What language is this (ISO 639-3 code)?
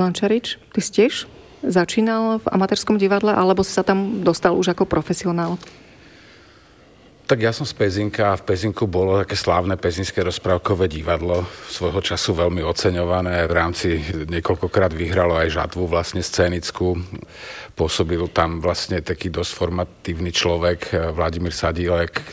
slk